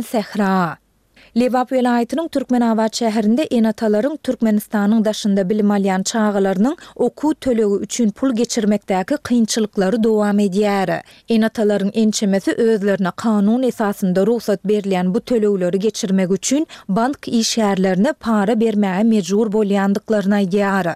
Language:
Turkmen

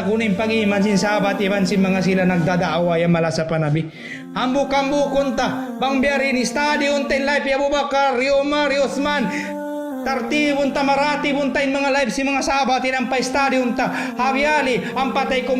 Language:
Tausug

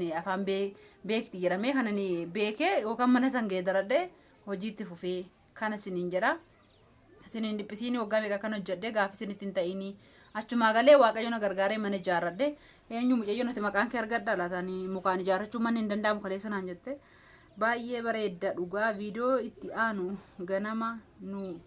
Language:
Oromo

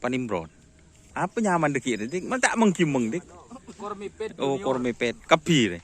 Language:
Madurese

